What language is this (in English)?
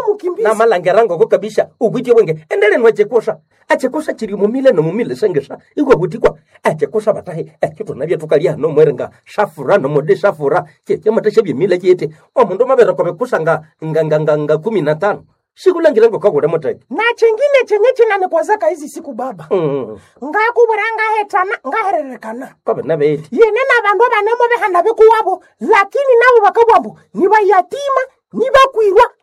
Nande